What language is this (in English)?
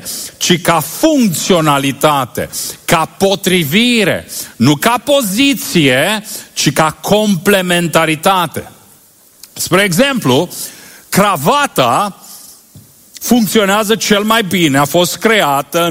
Romanian